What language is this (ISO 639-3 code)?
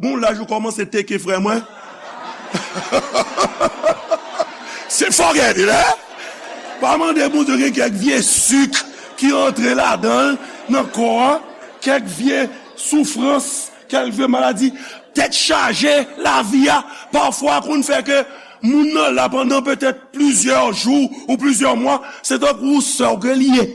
hat